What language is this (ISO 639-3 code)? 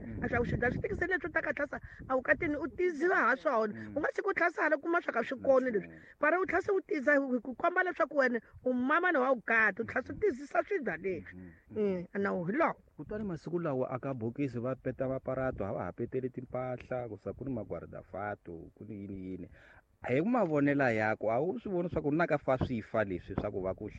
tso